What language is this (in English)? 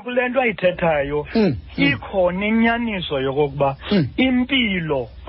Xhosa